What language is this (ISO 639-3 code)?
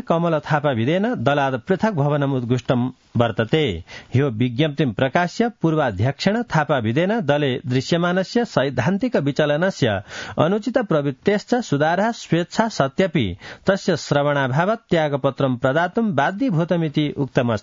san